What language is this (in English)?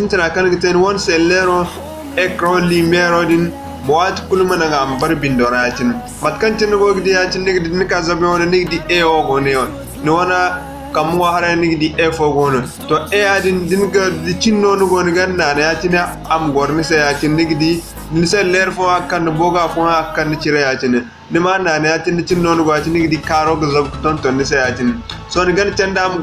Zarma